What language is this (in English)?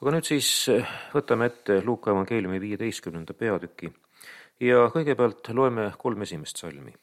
Estonian